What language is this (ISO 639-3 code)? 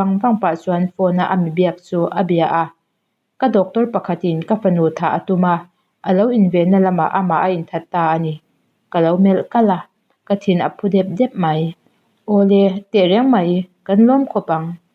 lus